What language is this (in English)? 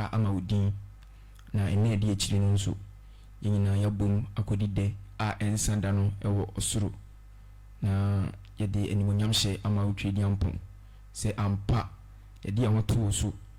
Akan